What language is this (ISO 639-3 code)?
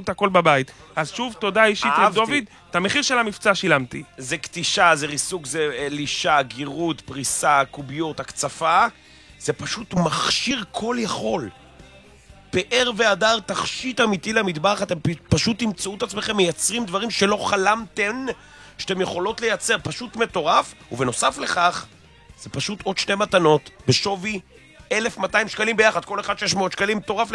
heb